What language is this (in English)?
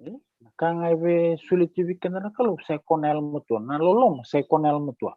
Fijian